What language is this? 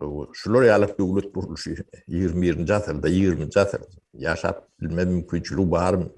Turkmen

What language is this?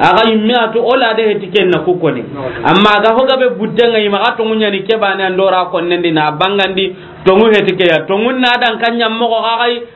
Soninke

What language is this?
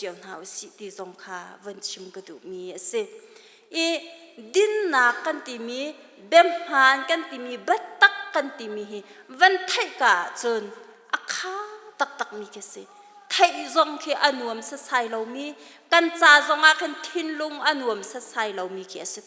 Hakha Chin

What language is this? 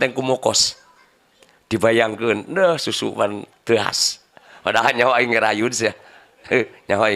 Sundanese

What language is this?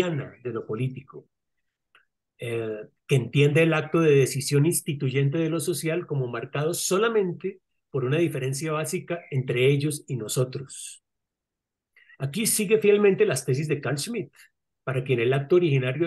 Spanish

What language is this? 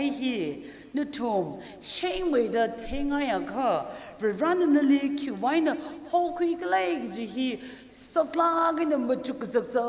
Tangkhul Naga (India)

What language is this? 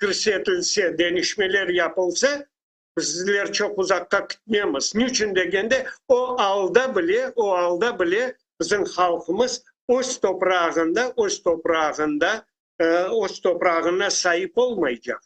Crimean Tatar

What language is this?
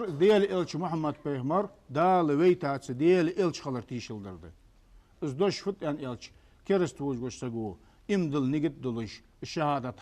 Ingush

